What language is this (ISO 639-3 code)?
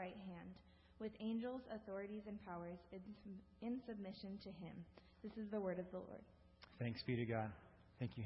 eng